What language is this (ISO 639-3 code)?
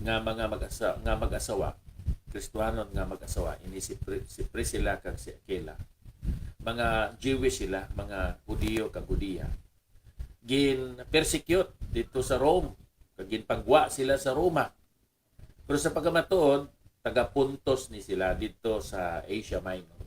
hil